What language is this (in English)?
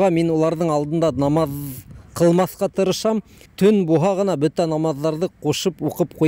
Bashkir